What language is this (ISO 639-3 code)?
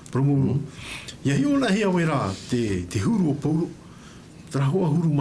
tah